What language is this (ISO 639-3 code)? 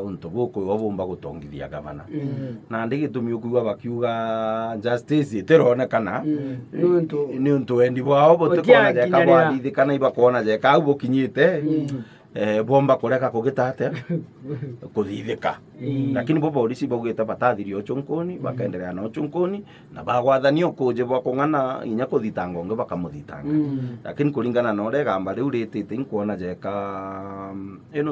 mer